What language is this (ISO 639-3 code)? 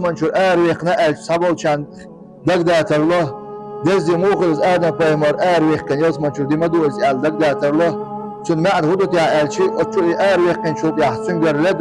che